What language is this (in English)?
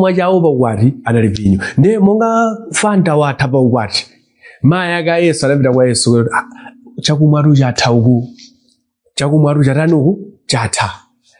Nyanja